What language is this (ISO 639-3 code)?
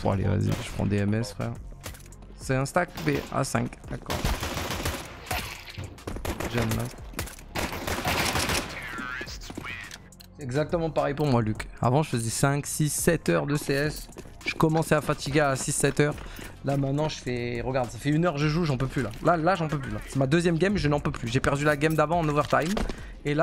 fra